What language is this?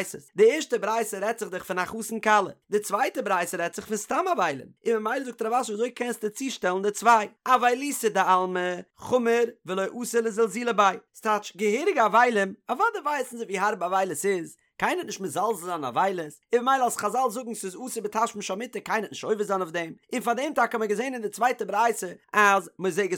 Yiddish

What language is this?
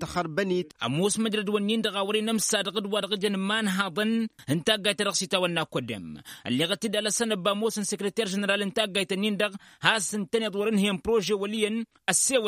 Tamasheq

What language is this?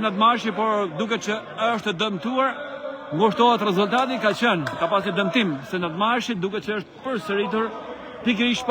Albanian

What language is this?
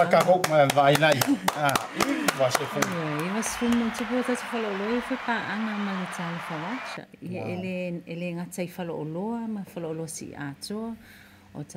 Samoan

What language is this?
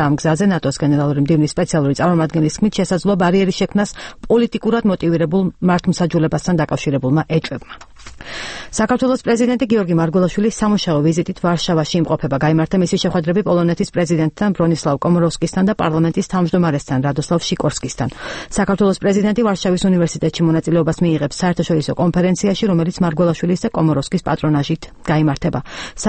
Georgian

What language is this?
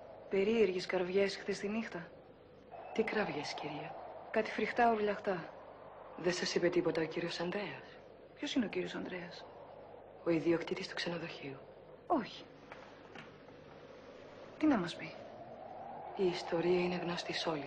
Greek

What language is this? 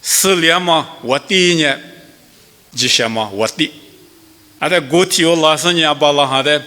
Lisu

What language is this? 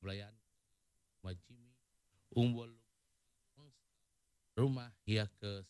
Iban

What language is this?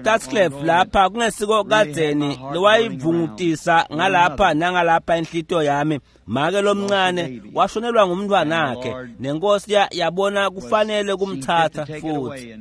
Swati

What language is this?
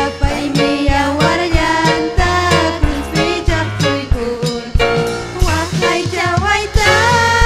Ayacucho Quechua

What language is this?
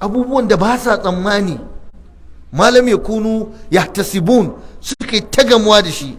Hausa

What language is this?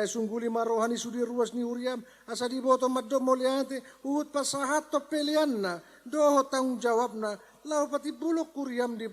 Batak Toba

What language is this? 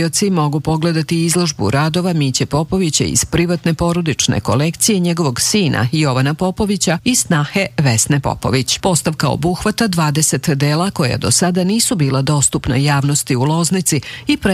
Serbian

